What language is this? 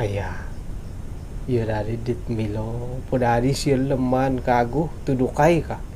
Central Dusun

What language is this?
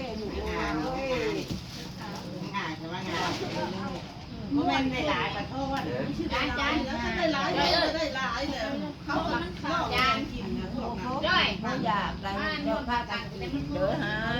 Northeastern Thai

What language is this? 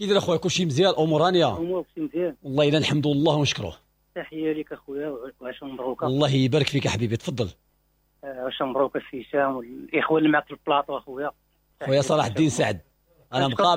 Moroccan Arabic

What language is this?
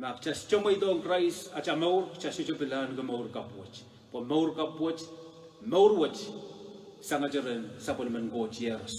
Pohnpeian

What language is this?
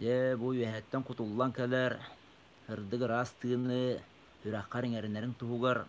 Yakut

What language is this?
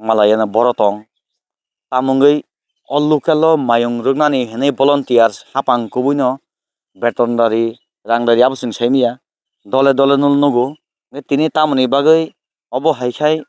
Kok Borok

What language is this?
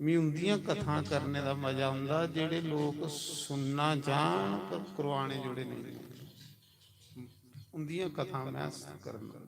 Dogri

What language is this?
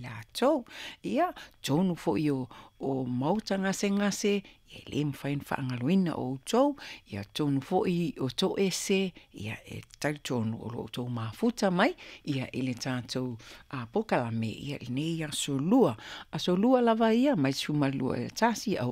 Samoan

